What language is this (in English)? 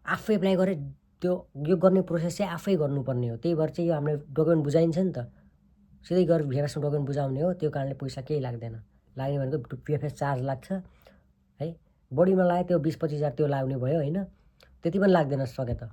Nepali